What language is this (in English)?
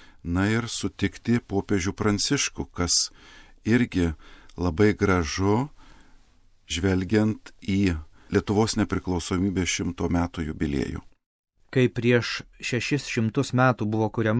Lithuanian